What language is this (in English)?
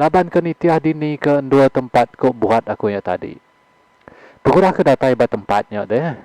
Iban